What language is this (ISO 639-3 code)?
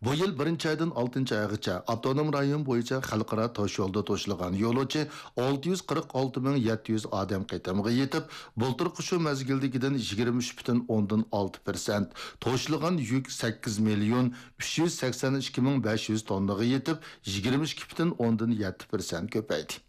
uig